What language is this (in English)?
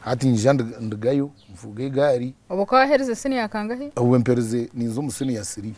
Nyankole